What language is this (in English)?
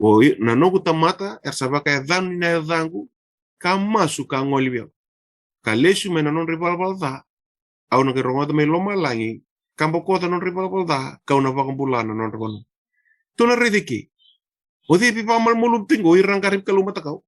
Fijian